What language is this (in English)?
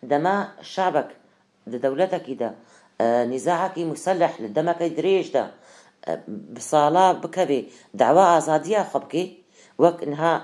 Kurdish